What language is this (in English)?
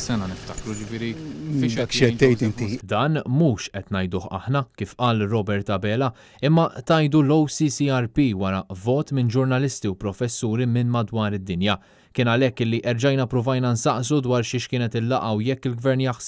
Maltese